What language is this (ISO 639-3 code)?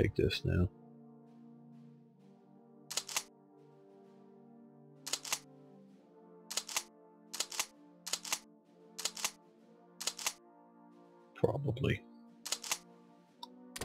eng